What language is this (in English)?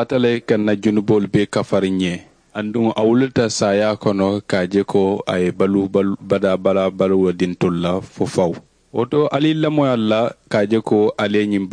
Mandingo